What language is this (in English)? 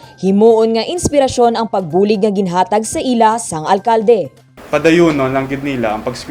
Hiligaynon